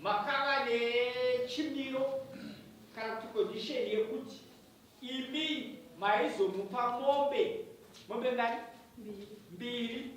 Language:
Shona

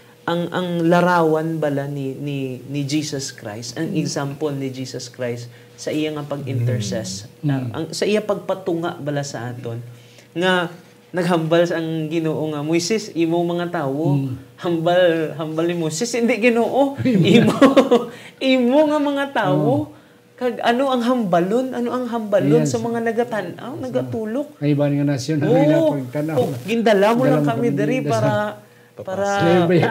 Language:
Hiligaynon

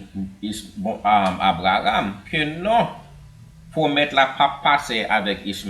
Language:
Haitian Creole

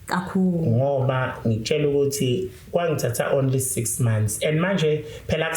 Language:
Zulu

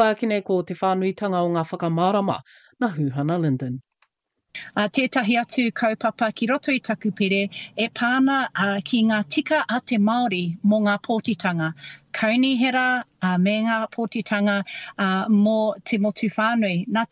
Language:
Māori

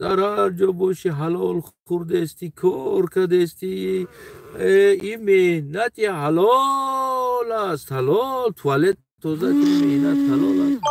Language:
Tajik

